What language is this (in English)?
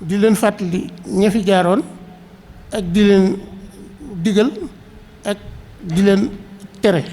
Wolof